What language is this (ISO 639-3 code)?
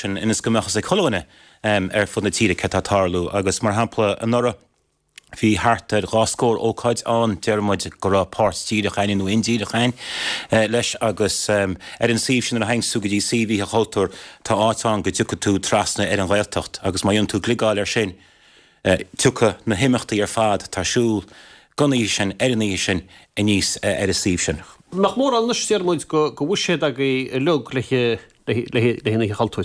gle